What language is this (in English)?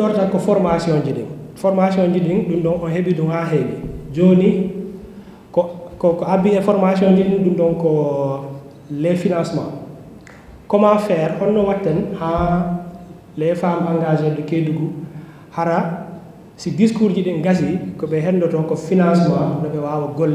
Fula